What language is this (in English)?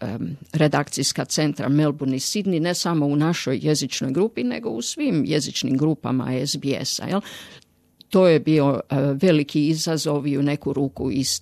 Croatian